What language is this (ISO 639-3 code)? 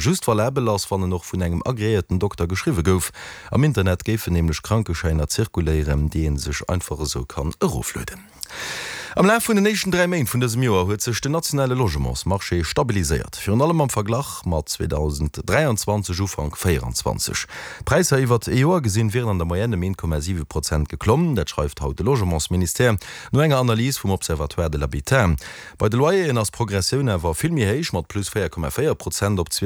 ltz